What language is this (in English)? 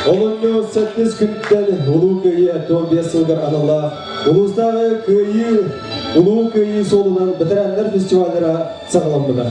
Yakut